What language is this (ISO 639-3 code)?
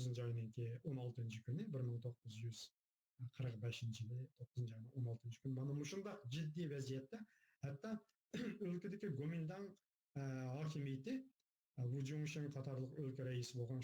uig